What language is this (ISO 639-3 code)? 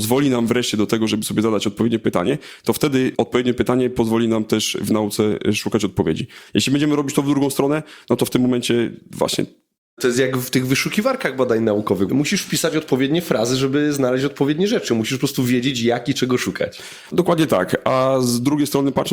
pol